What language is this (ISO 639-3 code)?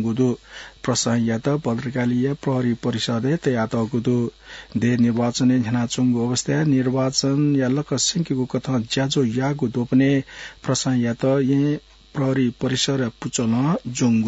new